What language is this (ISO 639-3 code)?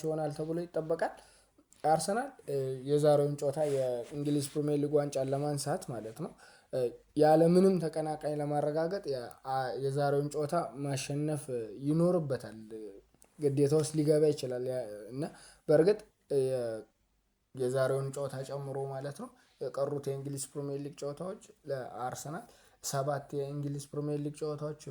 amh